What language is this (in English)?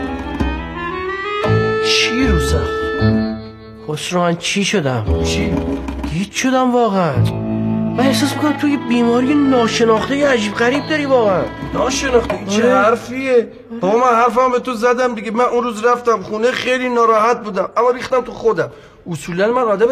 Persian